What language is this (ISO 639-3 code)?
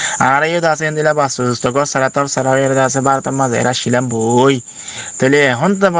rhg